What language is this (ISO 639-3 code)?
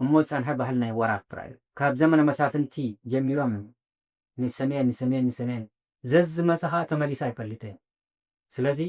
tir